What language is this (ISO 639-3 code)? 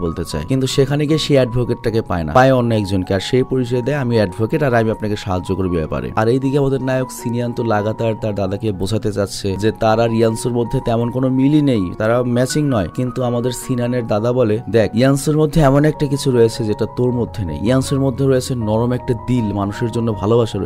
ben